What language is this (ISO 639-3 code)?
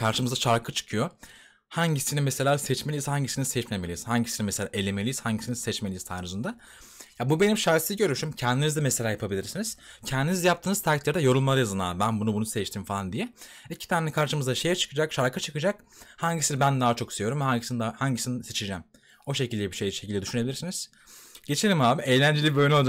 tur